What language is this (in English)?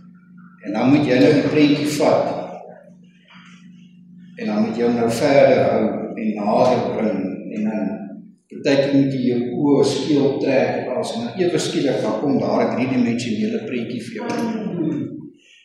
Afrikaans